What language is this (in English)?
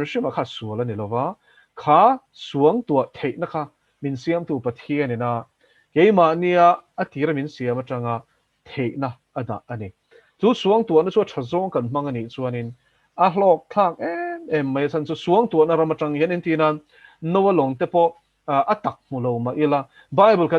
Mizo